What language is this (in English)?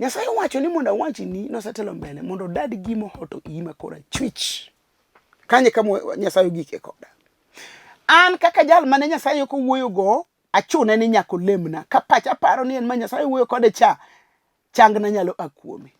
Luo (Kenya and Tanzania)